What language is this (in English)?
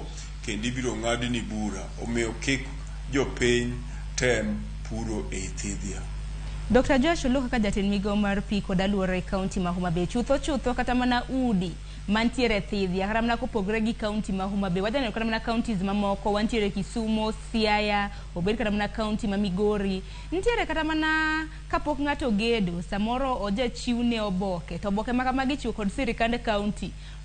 Luo (Kenya and Tanzania)